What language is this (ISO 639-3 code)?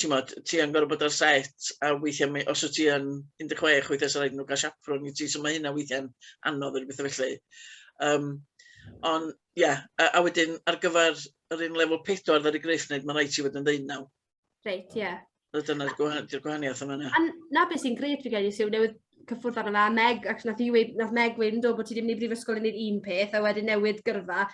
cym